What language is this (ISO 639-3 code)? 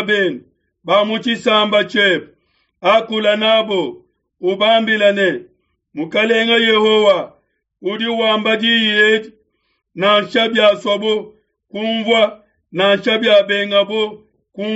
lua